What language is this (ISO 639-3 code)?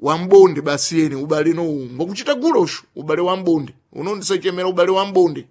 seh